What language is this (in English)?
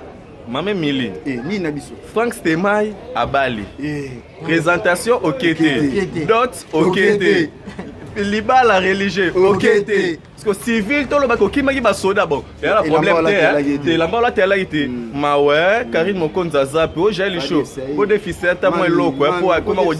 Lingala